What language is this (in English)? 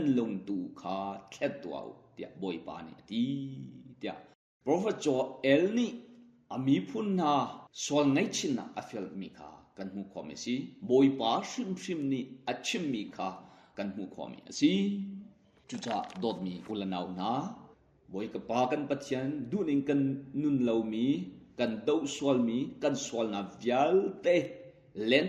Hakha Chin